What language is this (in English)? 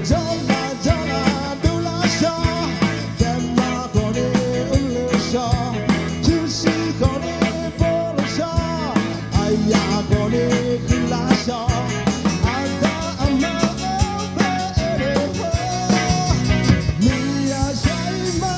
Akha